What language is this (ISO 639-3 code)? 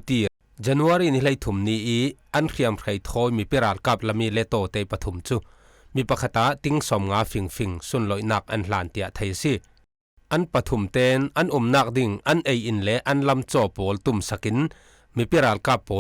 cfm